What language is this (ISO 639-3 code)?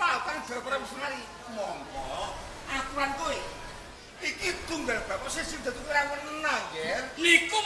jav